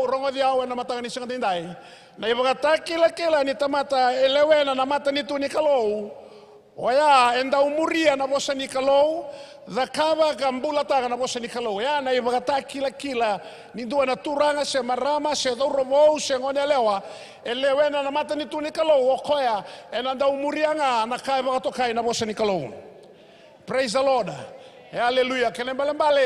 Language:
Fijian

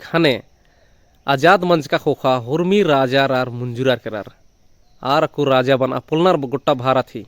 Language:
Kurukh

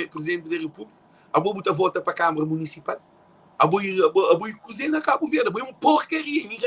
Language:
Kabuverdianu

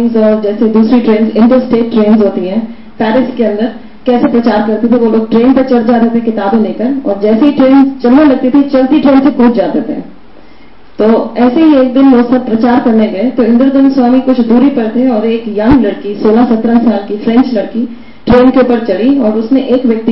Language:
Hindi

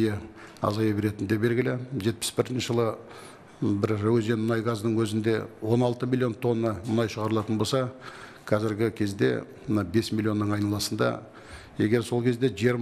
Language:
Kazakh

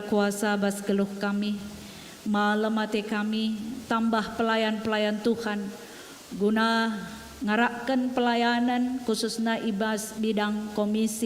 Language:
Batak Karo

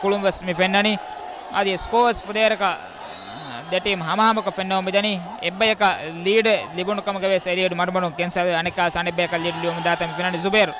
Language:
Divehi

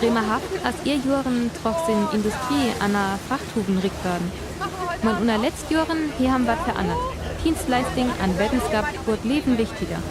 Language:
Northern Frisian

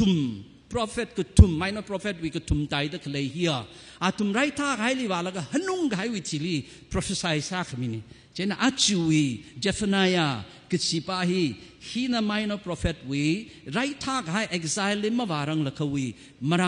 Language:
Tangkhul Naga (India)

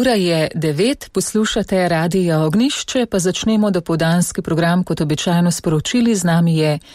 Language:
Slovenian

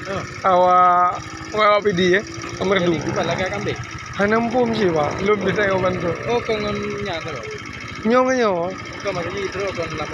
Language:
Achinese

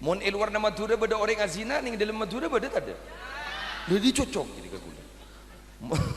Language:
Madurese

